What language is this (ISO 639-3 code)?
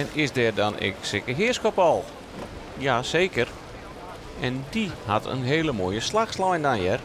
fry